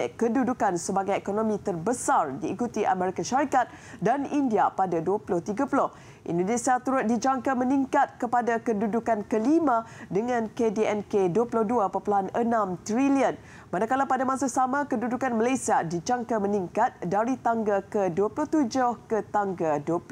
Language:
Malay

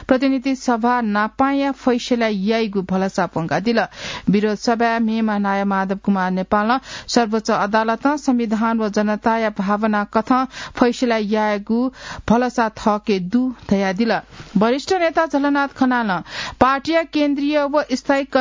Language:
Newari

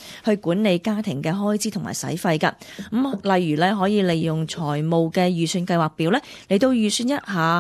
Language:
Cantonese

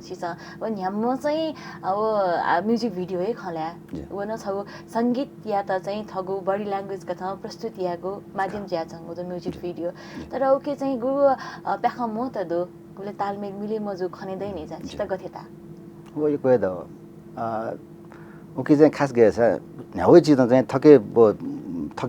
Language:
Newari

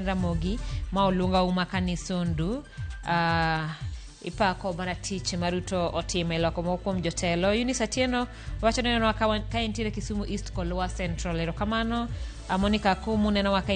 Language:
Luo (Kenya and Tanzania)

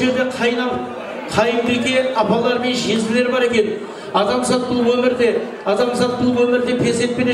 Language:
Kara-Kalpak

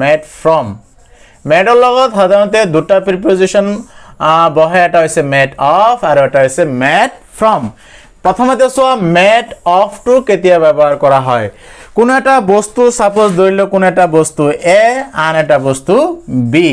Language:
Assamese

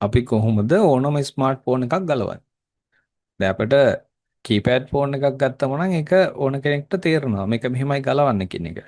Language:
Sinhala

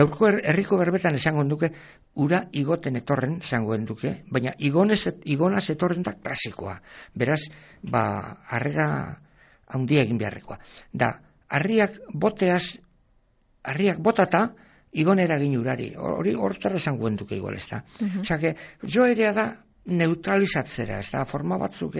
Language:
Basque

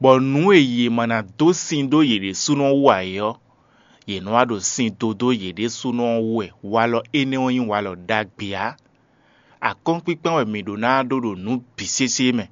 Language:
Fon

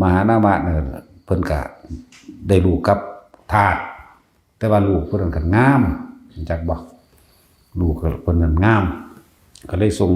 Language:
Northeastern Thai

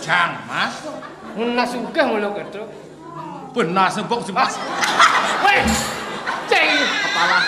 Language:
Balinese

